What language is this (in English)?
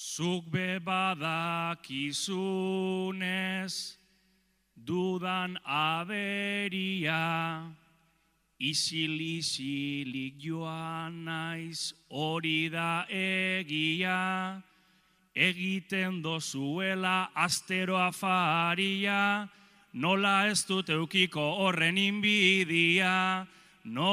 Basque